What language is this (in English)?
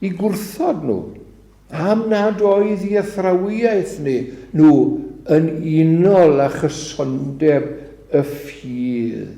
Welsh